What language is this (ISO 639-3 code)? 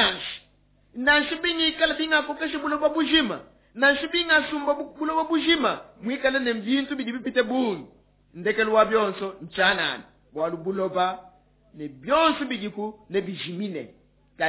lua